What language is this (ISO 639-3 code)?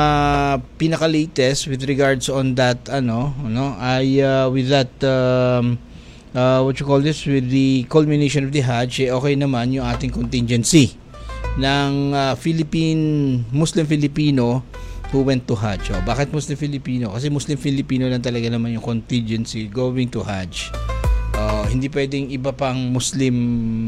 fil